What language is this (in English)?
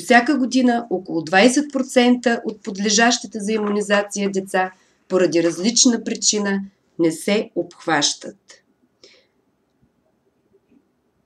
Bulgarian